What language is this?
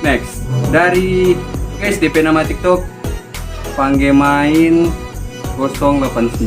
Manado Malay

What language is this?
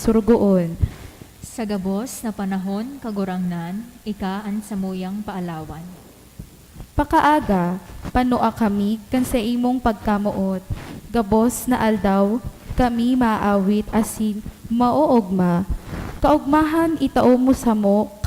Bikol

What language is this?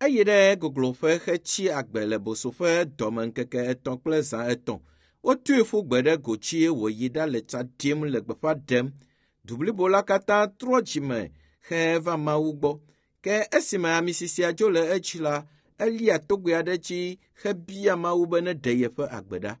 Ewe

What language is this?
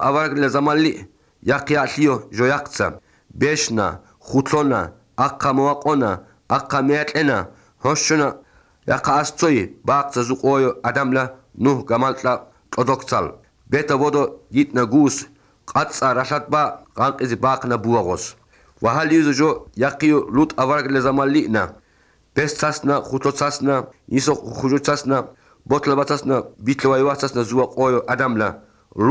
Georgian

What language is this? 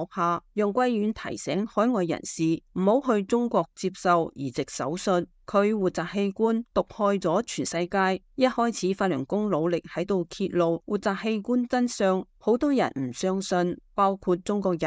Cantonese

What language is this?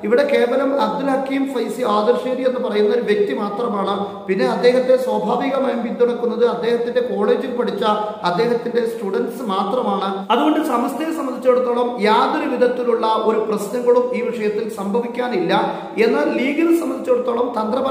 Malayalam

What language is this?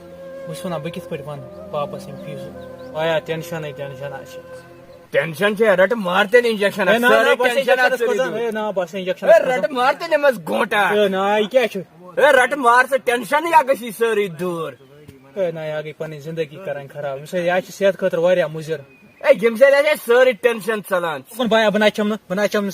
Kashmiri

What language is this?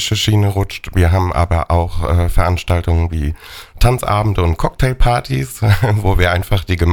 German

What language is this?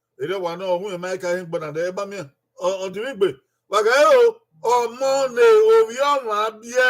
Bini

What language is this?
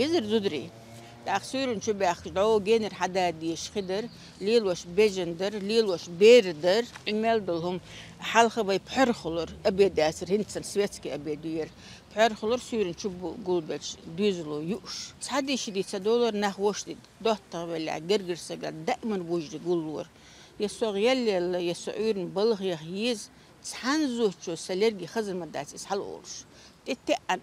Chechen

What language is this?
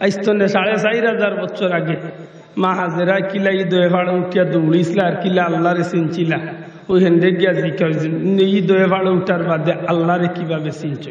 Sylheti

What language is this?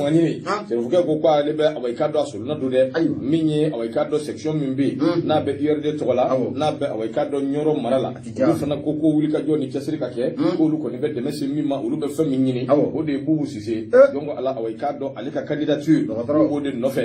Bambara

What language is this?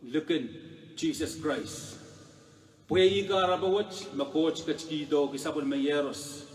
Pohnpeian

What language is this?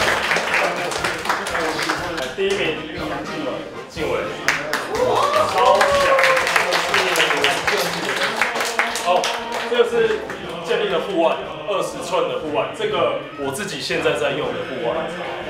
Chinese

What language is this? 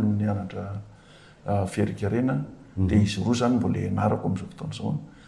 Malagasy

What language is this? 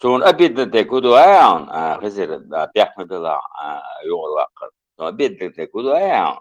Chechen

